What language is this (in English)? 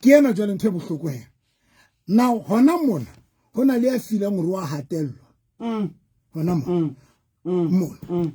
Southern Sotho